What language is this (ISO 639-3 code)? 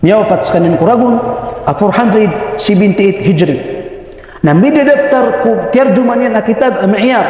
mrw